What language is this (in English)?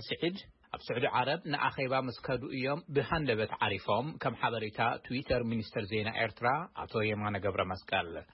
Tigrinya